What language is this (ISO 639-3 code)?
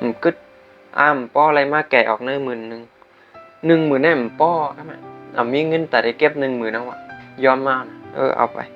shn